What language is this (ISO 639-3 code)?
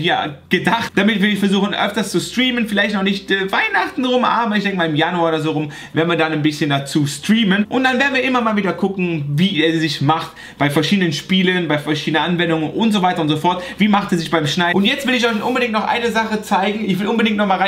deu